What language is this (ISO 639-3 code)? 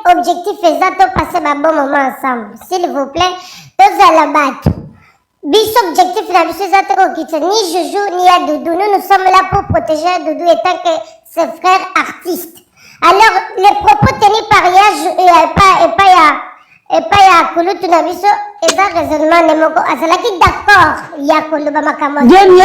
lin